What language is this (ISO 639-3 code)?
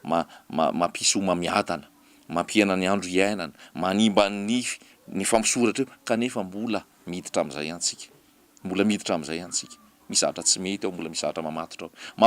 mlg